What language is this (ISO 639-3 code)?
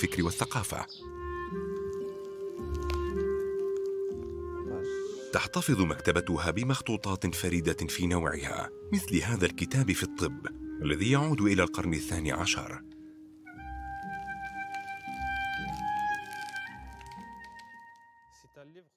ara